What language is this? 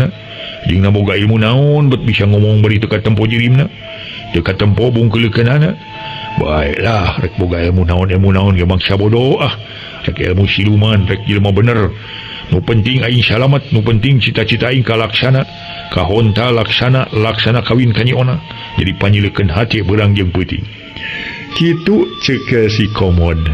Sundanese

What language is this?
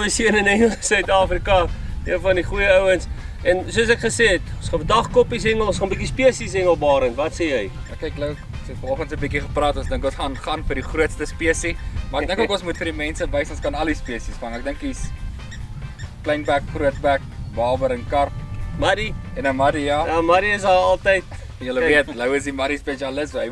Afrikaans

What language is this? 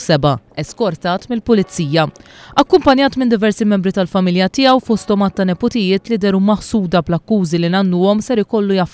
Maltese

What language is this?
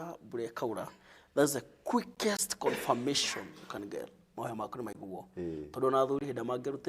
Kikuyu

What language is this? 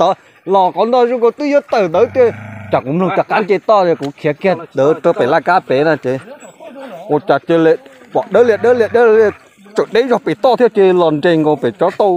Hmong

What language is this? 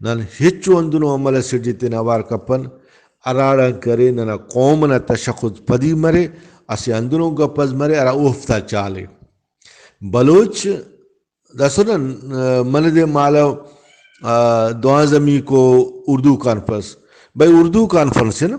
Brahui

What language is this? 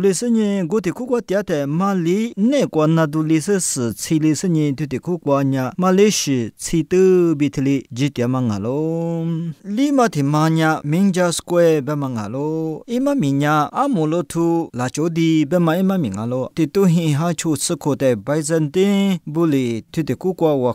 Lisu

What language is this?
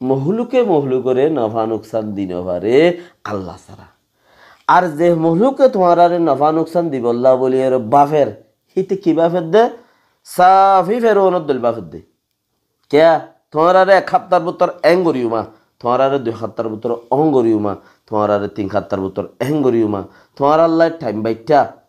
Rohingya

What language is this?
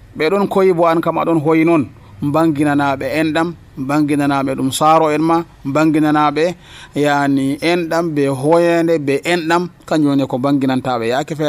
Nigerian Fulfulde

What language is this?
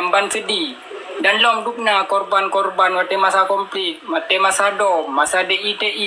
Achinese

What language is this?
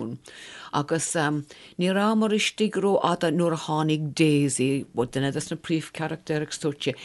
Irish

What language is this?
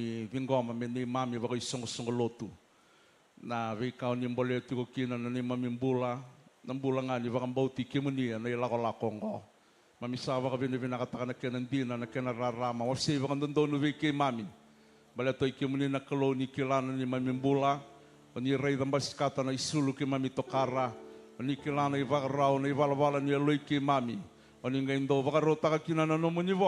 Fijian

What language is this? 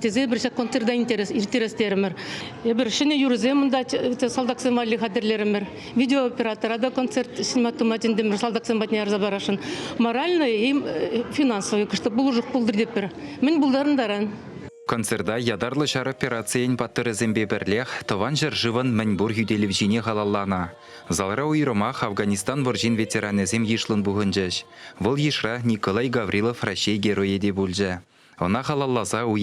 Chuvash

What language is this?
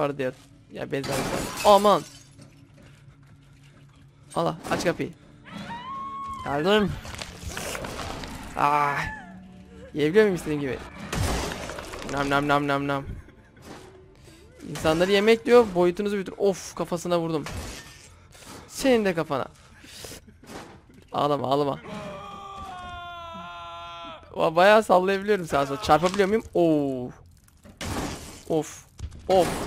Turkish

